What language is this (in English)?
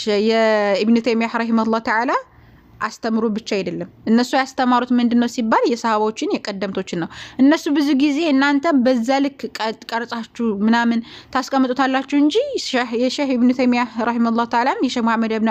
Amharic